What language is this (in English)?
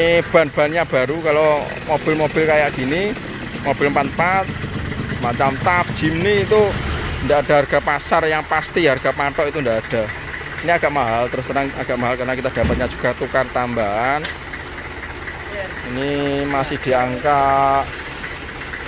Indonesian